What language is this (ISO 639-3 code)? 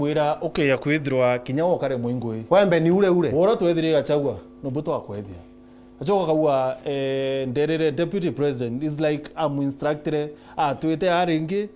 mer